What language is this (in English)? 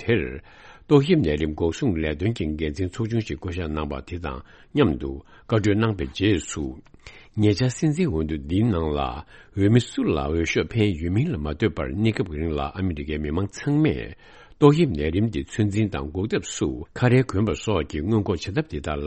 Tibetan